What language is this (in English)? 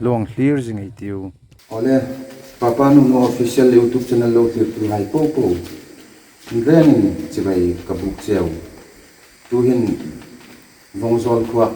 Hmar